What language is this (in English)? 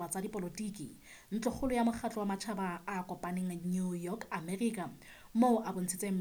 Southern Sotho